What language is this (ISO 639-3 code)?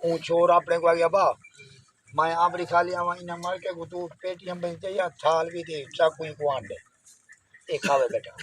skr